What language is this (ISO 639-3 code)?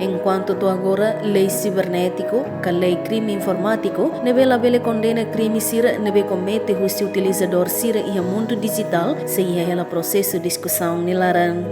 tet